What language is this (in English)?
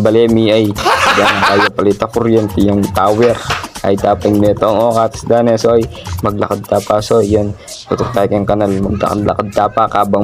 Pampanga